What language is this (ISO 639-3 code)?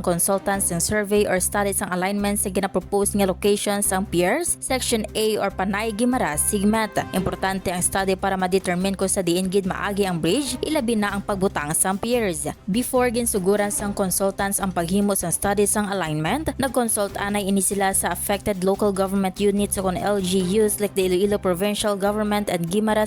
hil